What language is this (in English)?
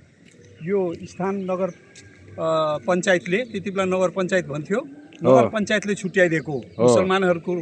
Nepali